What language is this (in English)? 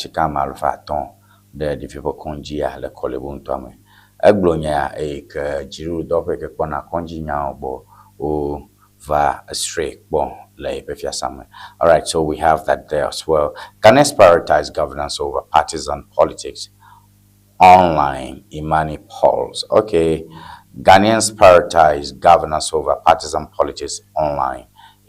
Ewe